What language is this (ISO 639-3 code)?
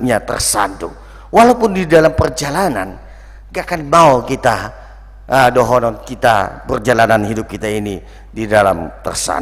bbc